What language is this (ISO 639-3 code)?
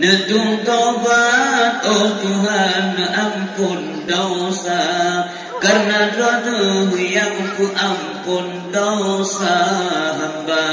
ace